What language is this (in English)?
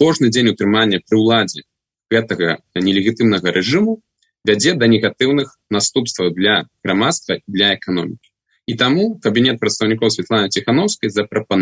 Belarusian